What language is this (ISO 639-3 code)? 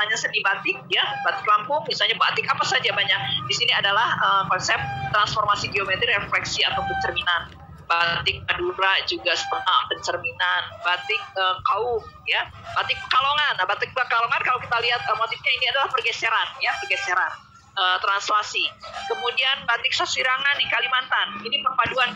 ind